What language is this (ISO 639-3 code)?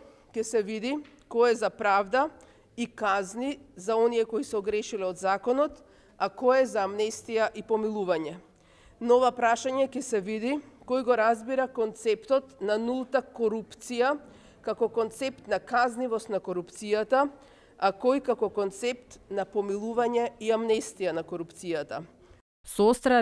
mkd